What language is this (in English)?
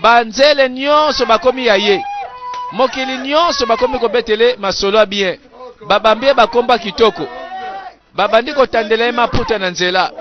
Lingala